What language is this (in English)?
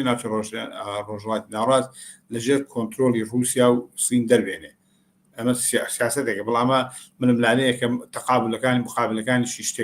Central Kurdish